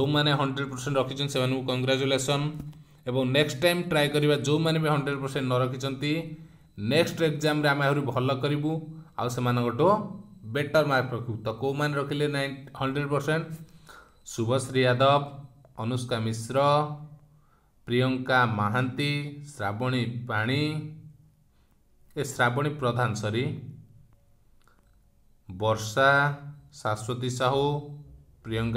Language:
Odia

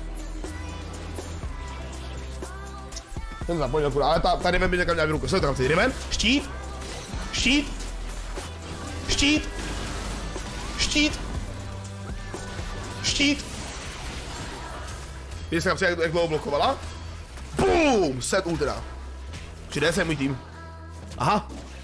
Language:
Czech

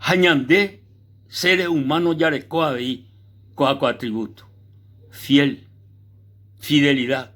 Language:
Guarani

